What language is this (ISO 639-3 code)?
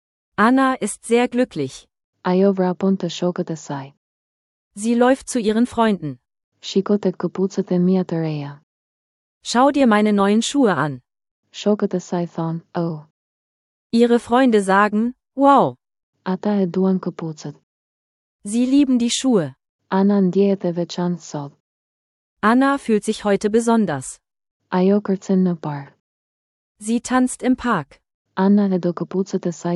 sqi